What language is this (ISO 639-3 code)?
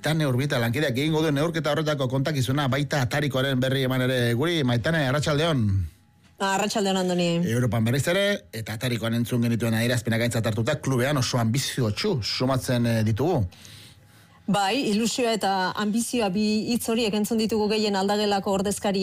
eus